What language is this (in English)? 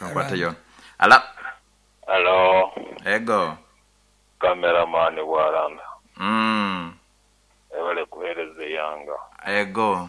Nyankole